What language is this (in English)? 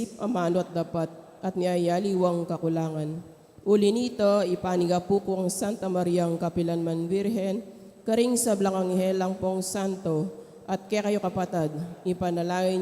Pampanga